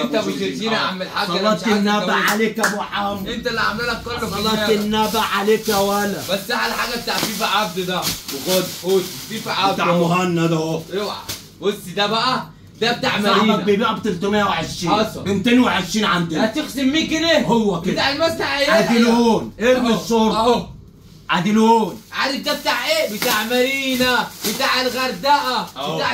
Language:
Egyptian Arabic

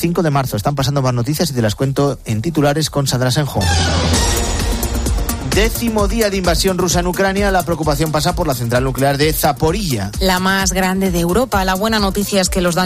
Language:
Spanish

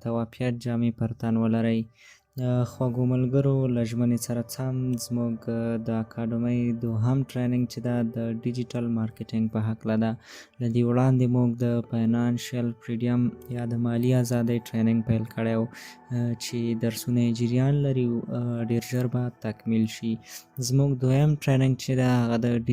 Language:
Pashto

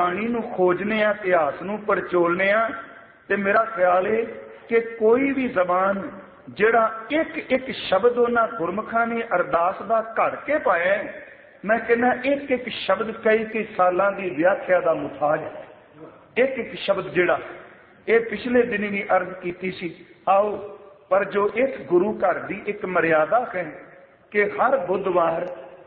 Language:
Punjabi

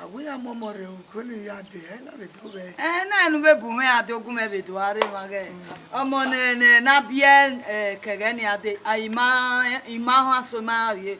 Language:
Bini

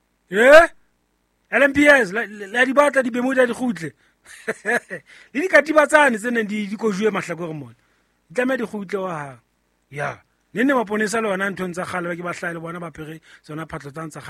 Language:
Southern Sotho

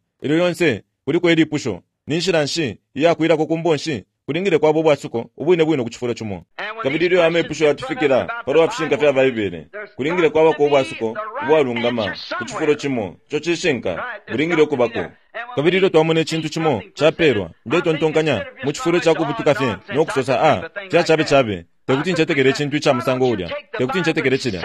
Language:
Bemba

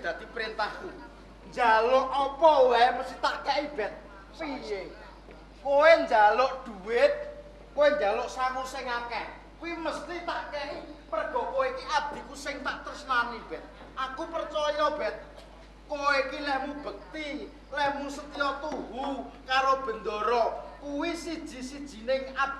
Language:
Javanese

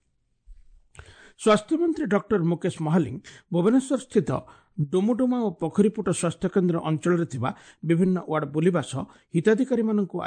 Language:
Odia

